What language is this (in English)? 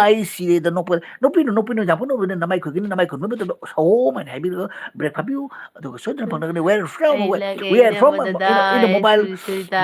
Manipuri